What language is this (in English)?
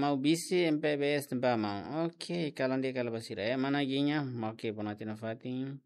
Tetum